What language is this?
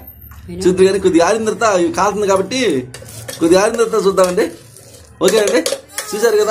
Telugu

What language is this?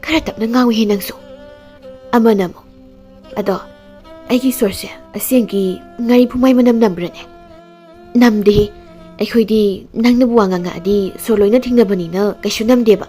Manipuri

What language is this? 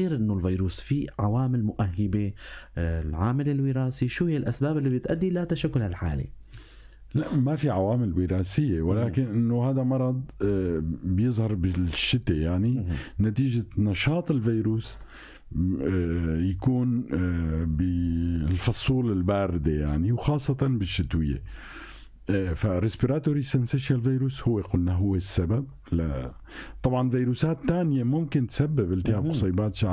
North Levantine Arabic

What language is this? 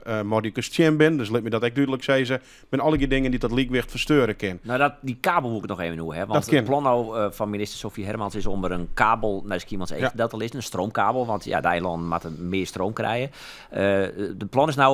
Western Frisian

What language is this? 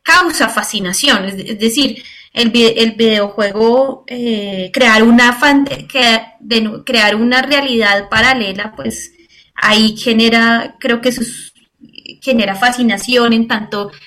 Spanish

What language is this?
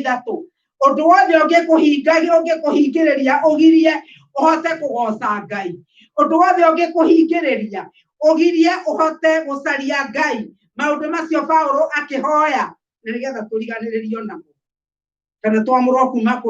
Kikuyu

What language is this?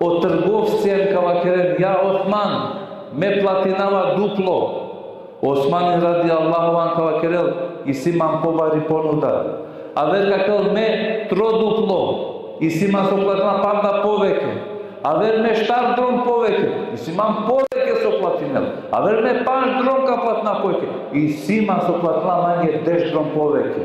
Balkan Romani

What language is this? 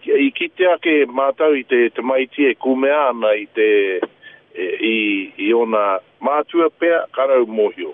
Māori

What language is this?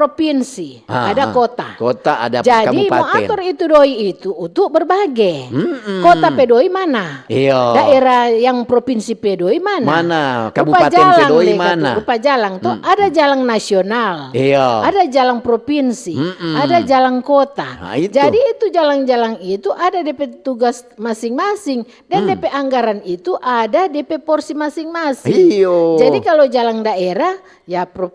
Manado Malay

